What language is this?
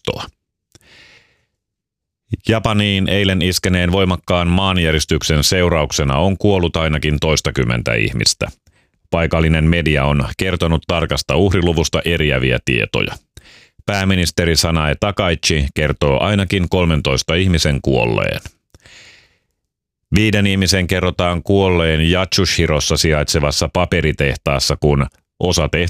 Finnish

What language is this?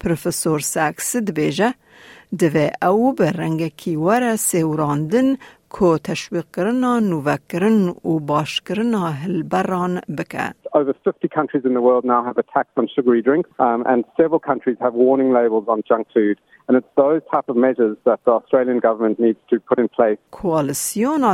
Kurdish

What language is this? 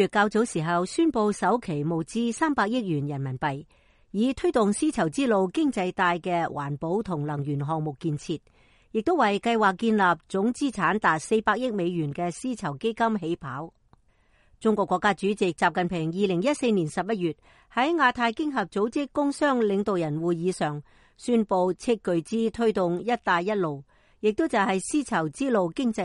Cantonese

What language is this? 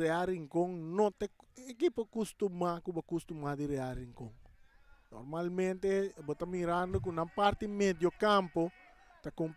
Papiamento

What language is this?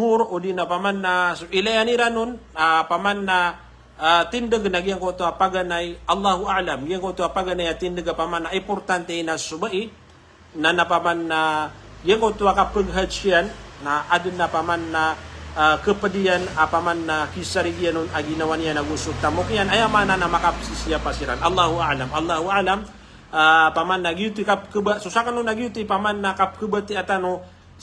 Maranao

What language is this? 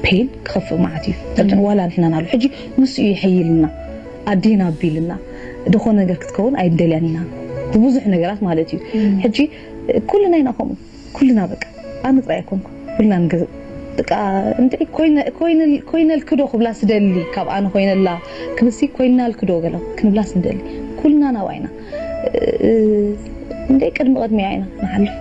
Tigrinya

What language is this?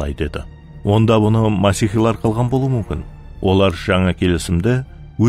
Kara-Kalpak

